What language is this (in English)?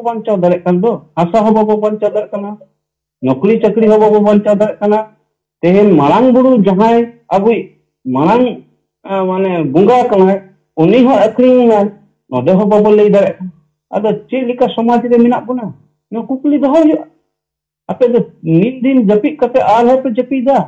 Santali